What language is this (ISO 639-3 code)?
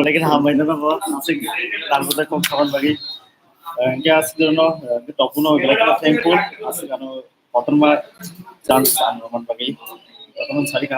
trp